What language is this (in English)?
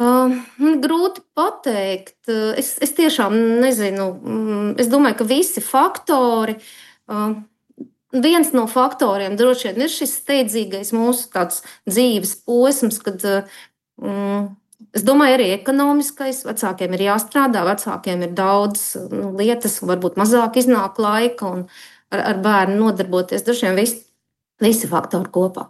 Latvian